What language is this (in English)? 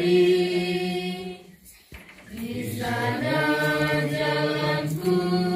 Indonesian